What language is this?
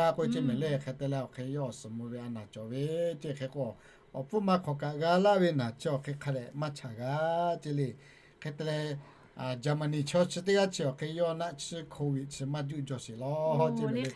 Lahu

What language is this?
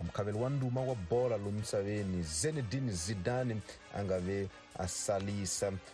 Tsonga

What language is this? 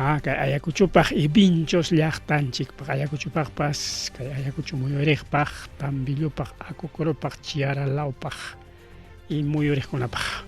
Ayacucho Quechua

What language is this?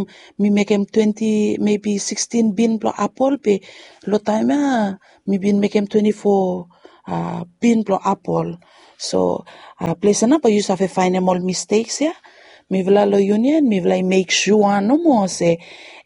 Bislama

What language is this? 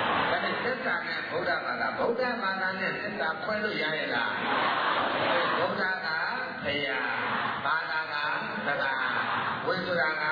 Burmese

